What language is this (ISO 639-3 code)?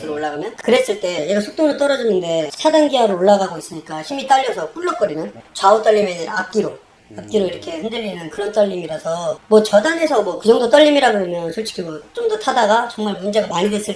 kor